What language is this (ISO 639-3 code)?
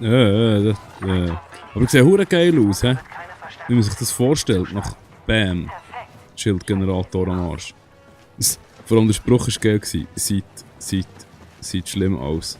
gsw